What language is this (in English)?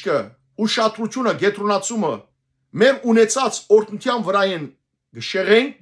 Western Armenian